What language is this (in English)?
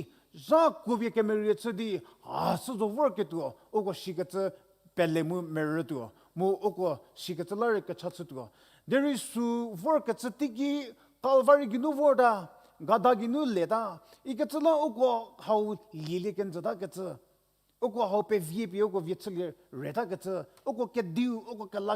Angami Naga